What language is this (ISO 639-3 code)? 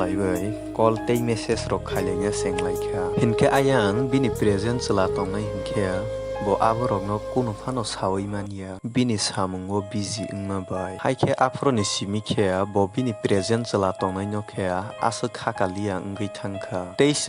trp